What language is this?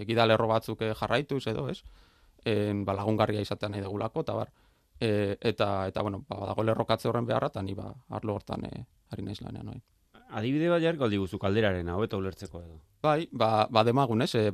Basque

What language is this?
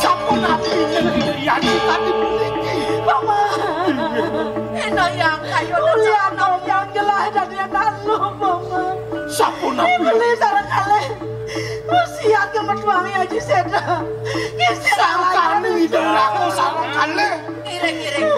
Balinese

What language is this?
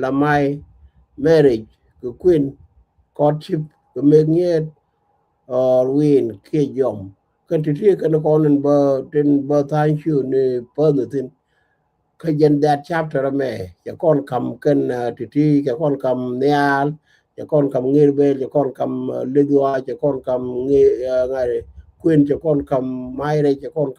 Nuer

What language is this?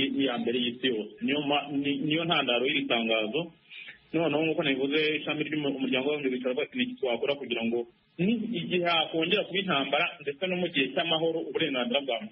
Kinyarwanda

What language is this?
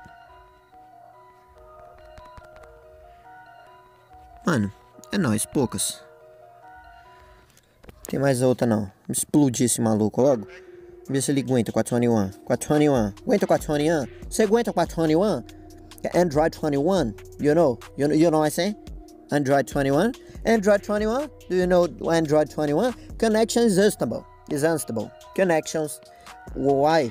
Portuguese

